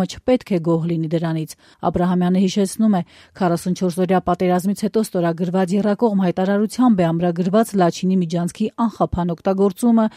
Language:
Armenian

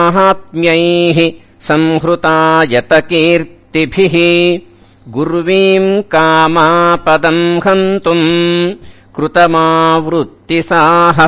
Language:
Sanskrit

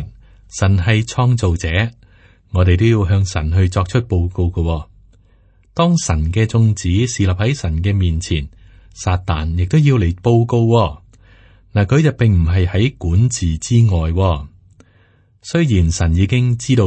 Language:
Cantonese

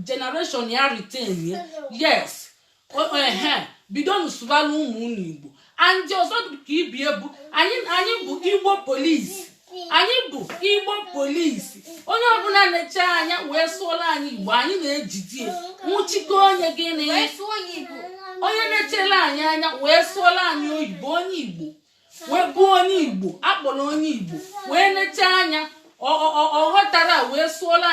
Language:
Igbo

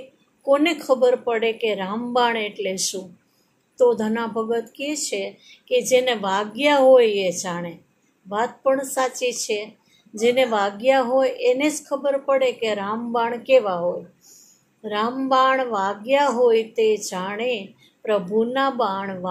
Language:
Gujarati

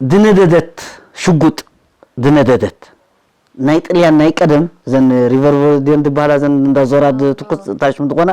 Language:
Tigrinya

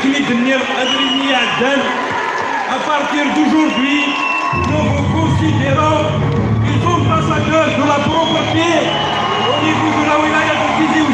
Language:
Kabyle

